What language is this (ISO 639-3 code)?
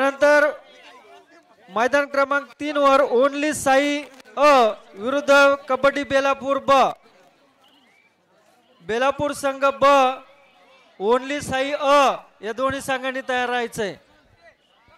mar